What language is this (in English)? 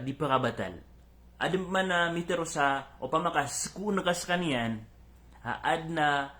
Maranao